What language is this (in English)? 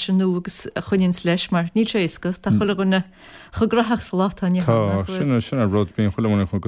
Irish